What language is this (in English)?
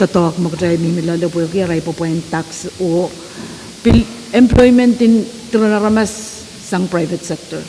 Pohnpeian